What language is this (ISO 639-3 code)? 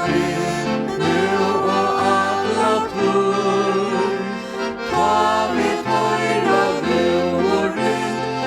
fao